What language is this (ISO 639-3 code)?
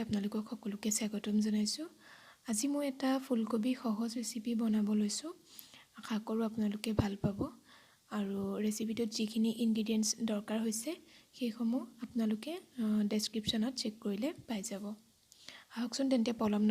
asm